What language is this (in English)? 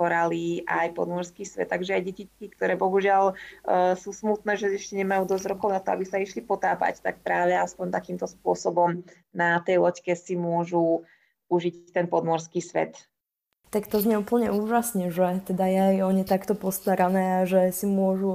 Slovak